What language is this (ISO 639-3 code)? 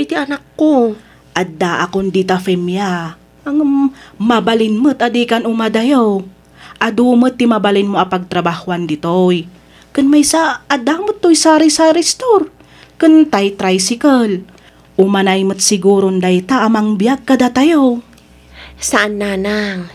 ilo